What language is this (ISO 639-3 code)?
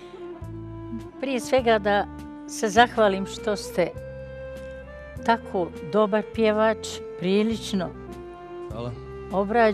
bos